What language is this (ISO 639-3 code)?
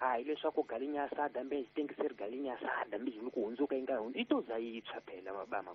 tso